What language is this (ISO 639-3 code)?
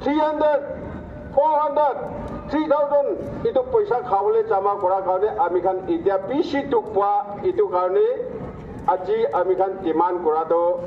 nbe